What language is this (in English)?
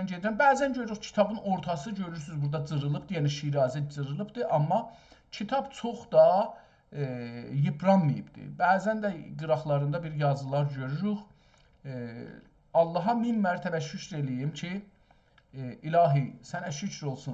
South Azerbaijani